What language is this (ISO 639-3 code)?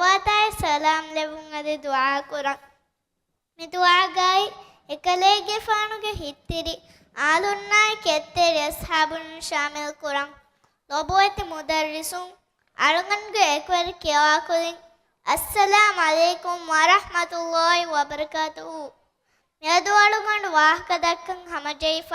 div